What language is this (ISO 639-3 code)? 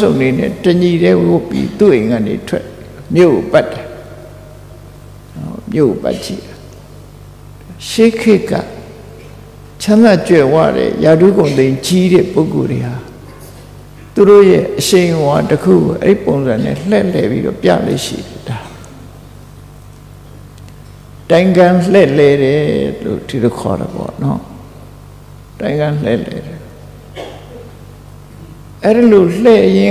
mya